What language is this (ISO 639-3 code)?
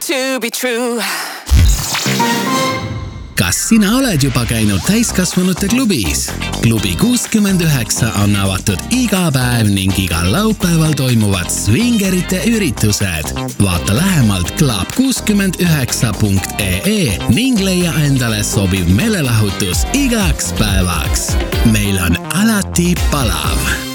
est